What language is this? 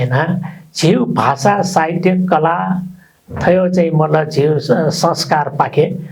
Newari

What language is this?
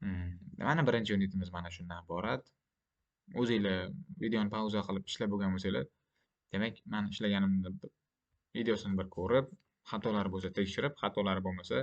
Uzbek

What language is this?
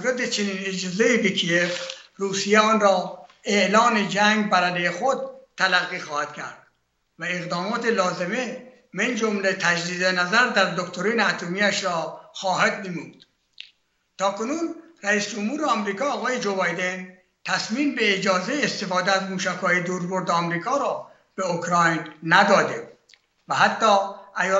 Persian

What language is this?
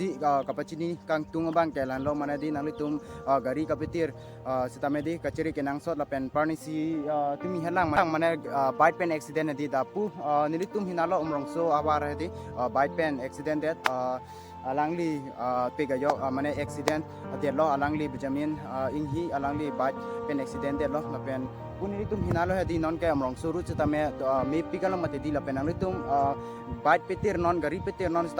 Karbi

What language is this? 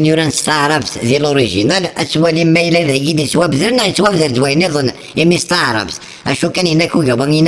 Kabyle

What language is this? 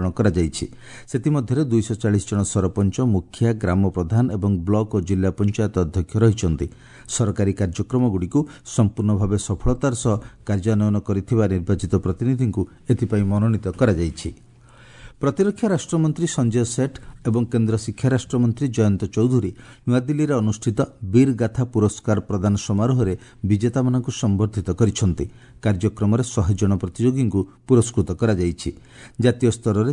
Odia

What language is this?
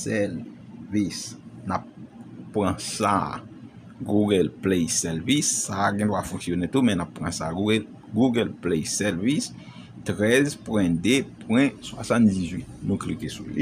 Haitian Creole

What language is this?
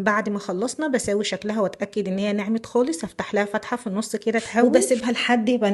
Egyptian Arabic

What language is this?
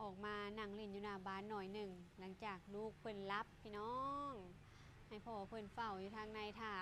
Lao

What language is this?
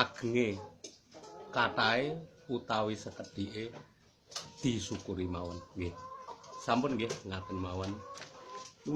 Javanese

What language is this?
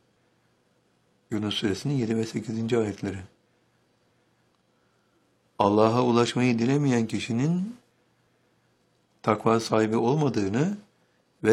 Turkish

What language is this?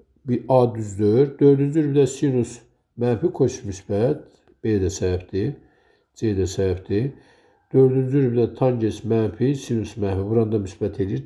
Azerbaijani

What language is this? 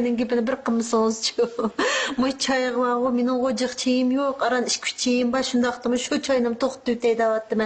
Uyghur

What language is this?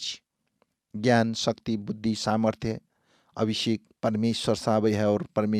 Maithili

